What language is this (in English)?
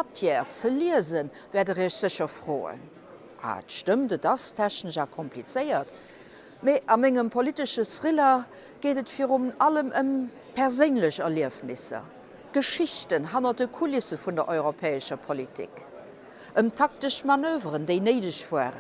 Luxembourgish